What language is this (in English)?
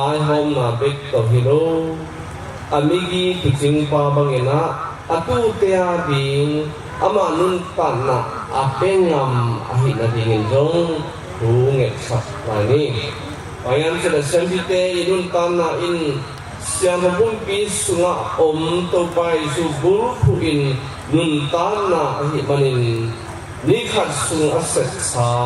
Tedim Chin